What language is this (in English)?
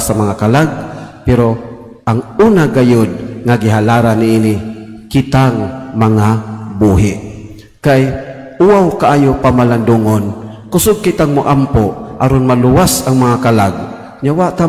Cebuano